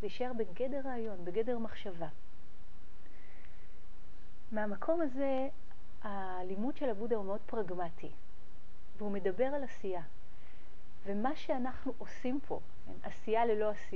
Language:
Hebrew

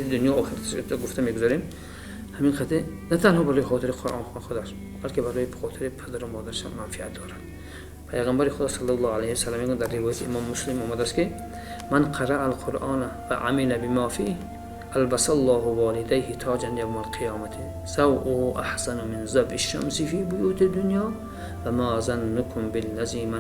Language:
Tajik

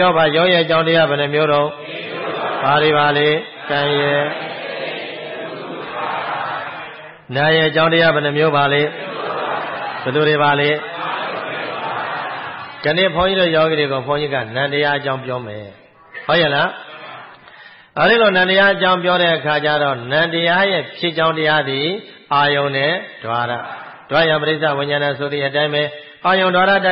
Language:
Burmese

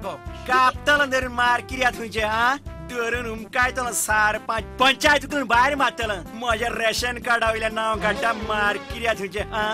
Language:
Konkani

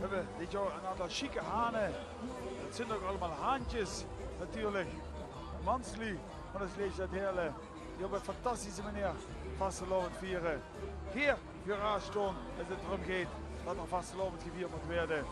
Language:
Limburgish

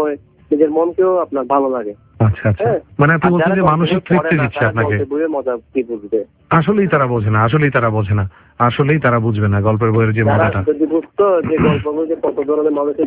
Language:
Bangla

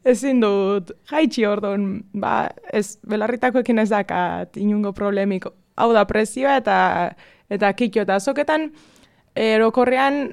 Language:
Basque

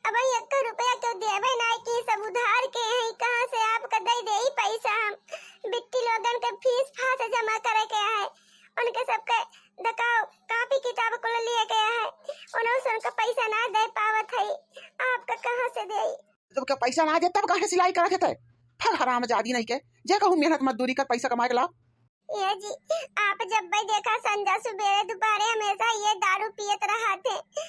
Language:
Awadhi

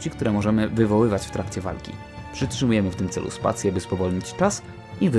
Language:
Polish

